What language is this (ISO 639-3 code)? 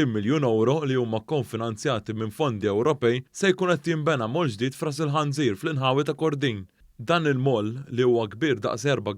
mlt